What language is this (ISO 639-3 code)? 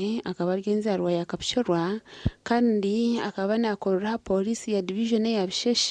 nyn